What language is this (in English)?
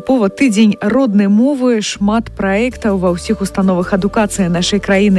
Belarusian